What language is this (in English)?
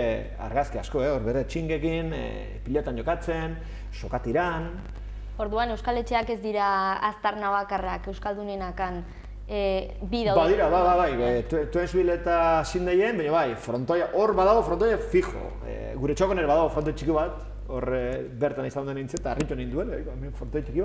Basque